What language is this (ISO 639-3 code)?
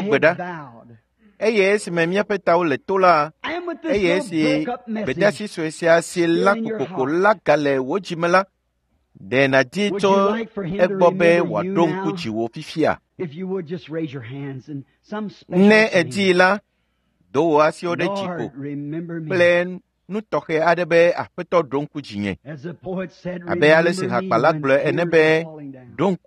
ewe